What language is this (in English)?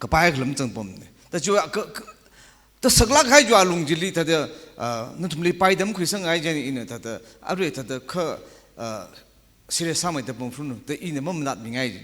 Tangkhul Naga (India)